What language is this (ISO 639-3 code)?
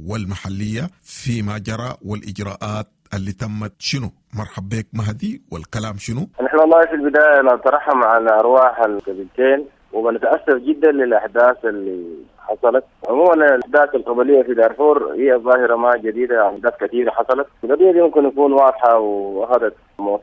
apd